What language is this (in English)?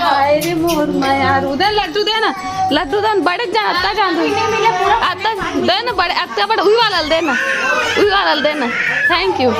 Chhattisgarhi